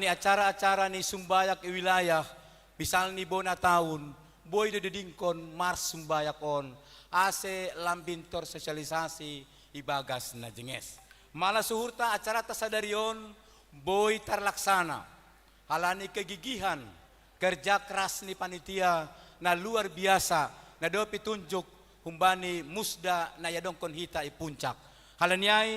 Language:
Batak Simalungun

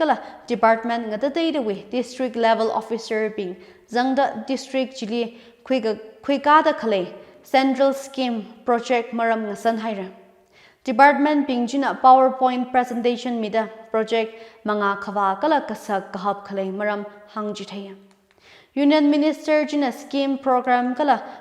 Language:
Tangkhul Naga (India)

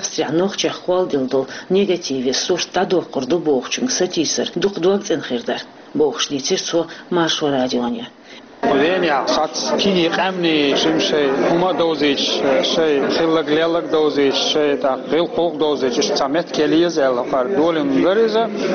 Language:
Chechen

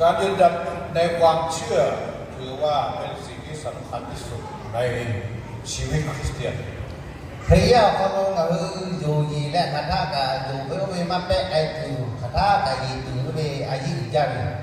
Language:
Lahu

